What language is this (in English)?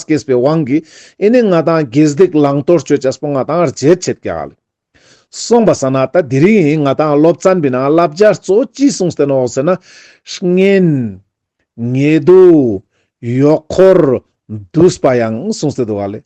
Ladakhi